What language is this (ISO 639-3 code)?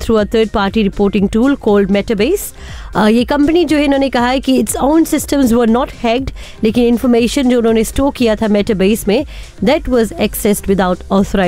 hin